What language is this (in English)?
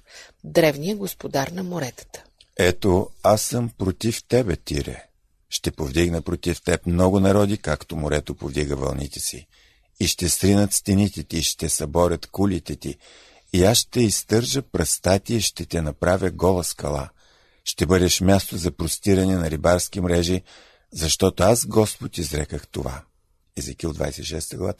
Bulgarian